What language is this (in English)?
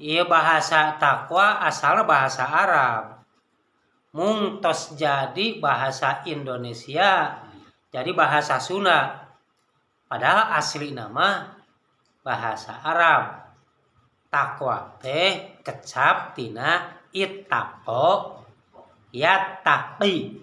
Sundanese